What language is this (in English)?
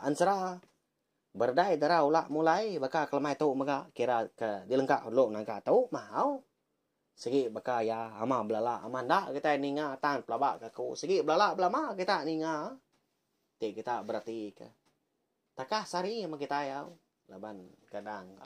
Iban